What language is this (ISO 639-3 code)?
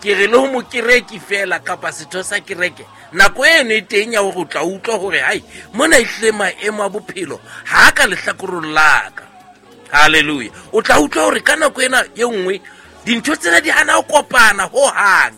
sot